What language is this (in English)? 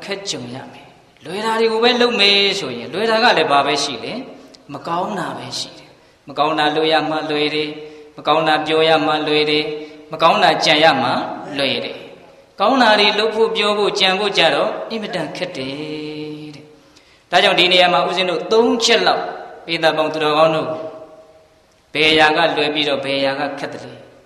Burmese